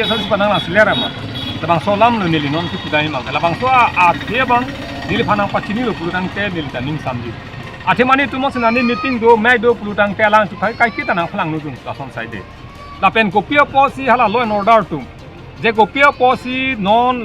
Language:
Karbi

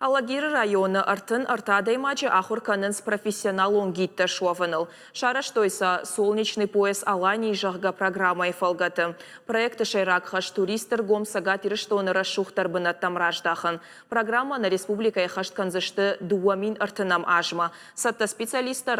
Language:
Ossetic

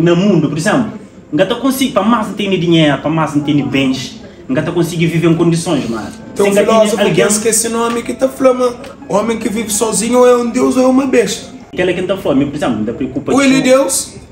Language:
Kabuverdianu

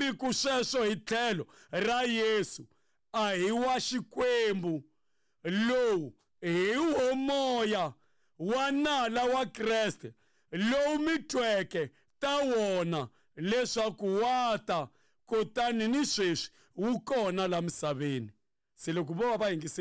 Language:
Tsonga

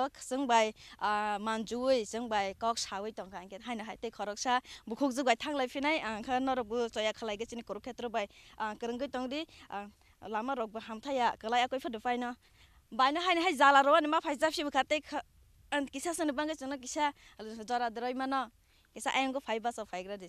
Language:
Kok Borok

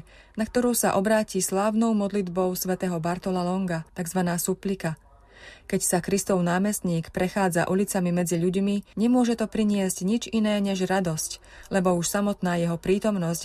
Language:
Slovak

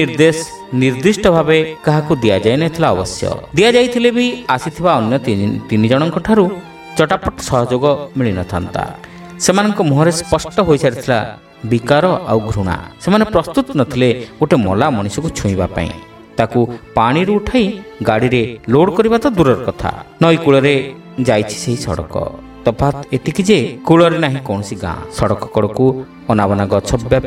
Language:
Odia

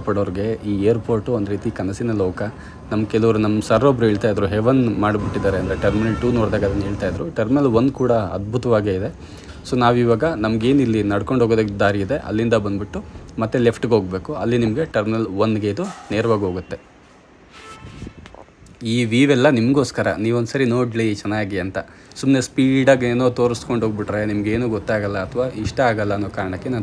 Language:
Kannada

